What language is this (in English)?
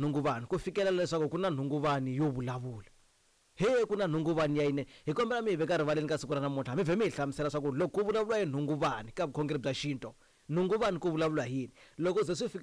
Tsonga